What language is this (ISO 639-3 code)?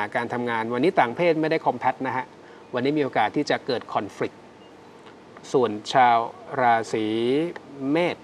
tha